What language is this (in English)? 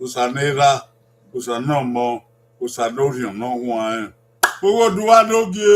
Bini